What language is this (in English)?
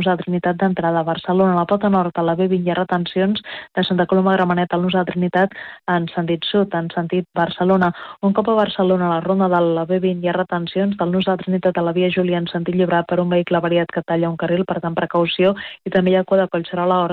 Catalan